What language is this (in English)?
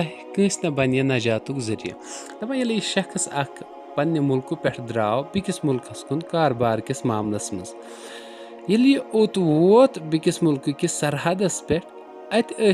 Kashmiri